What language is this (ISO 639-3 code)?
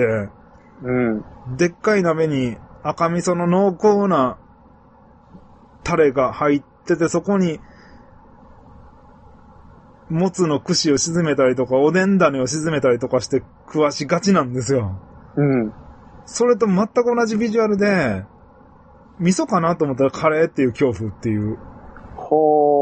jpn